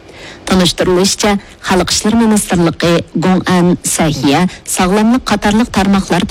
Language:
Uyghur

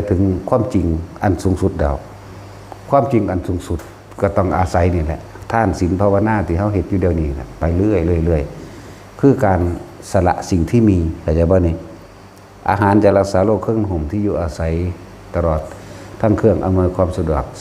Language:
Lao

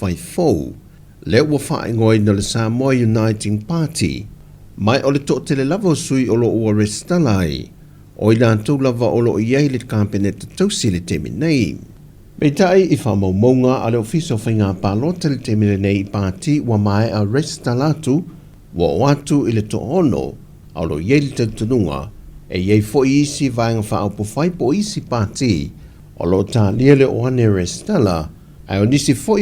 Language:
Samoan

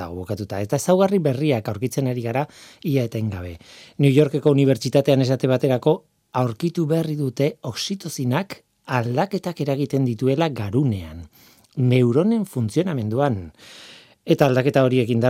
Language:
Basque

